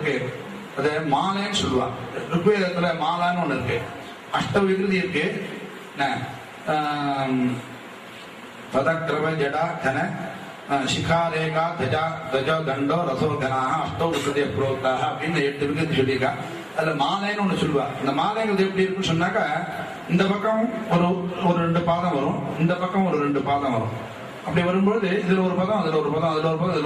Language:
Tamil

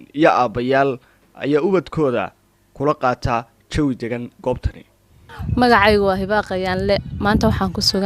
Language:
Somali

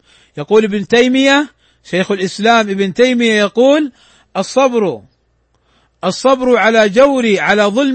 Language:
Arabic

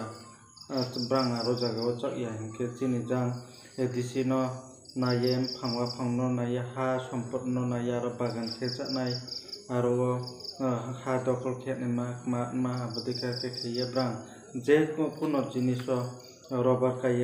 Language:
Riang (India)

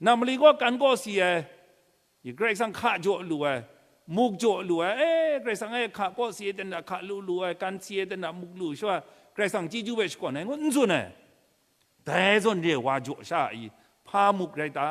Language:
Kachin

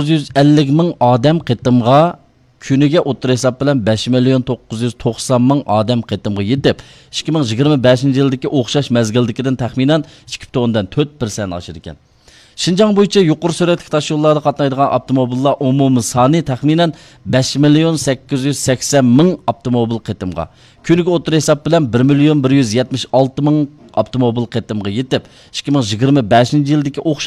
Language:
Uyghur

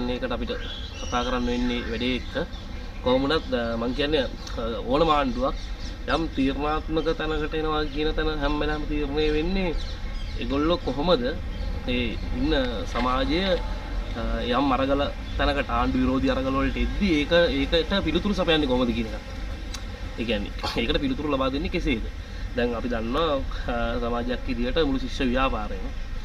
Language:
Sinhala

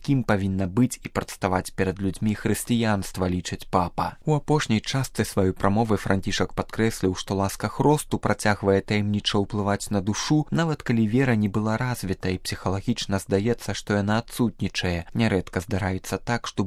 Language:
Belarusian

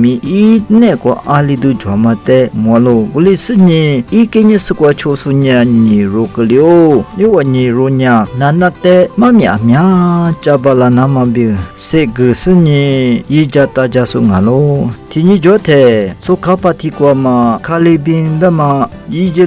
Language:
Lisu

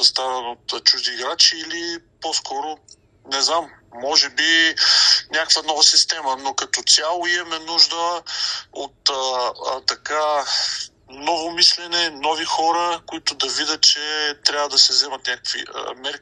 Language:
Bulgarian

